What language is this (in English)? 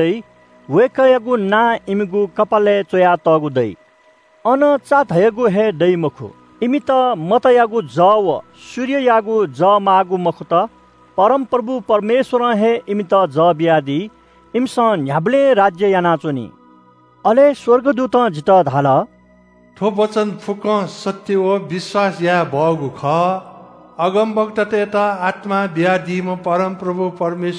Newari